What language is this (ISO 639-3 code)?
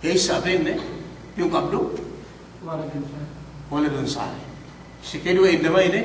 yka